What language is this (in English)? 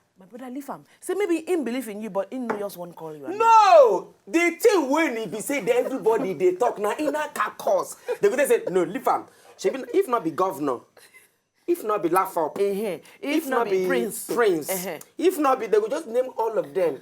Nigerian Pidgin